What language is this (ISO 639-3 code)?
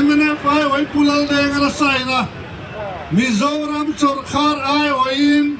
lus